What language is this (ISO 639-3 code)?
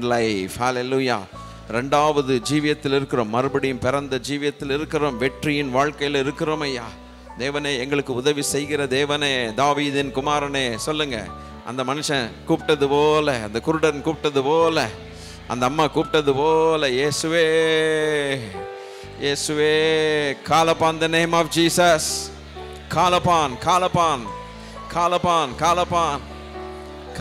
tam